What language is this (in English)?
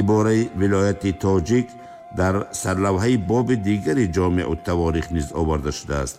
Tajik